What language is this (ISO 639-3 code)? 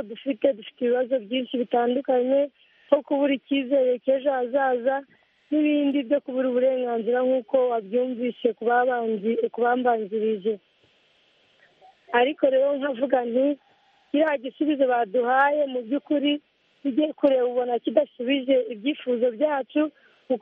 kin